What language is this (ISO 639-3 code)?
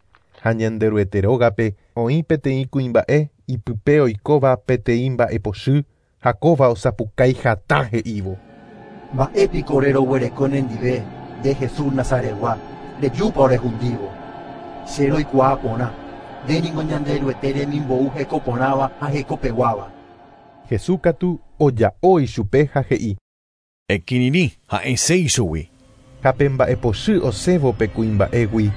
grn